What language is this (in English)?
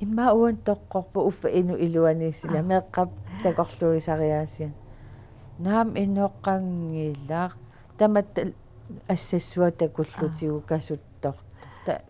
Kalaallisut